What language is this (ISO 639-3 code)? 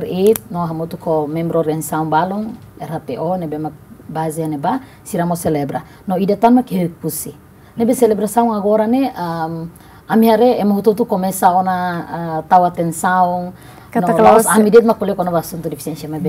tet